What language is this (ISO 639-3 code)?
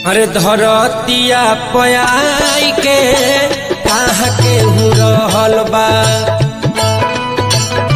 bho